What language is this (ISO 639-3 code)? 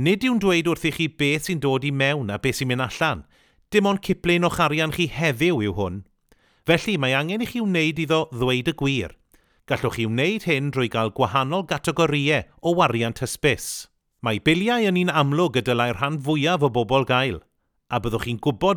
cym